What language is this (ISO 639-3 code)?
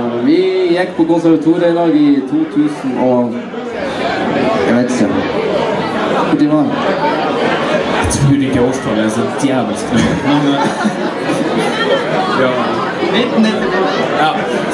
nor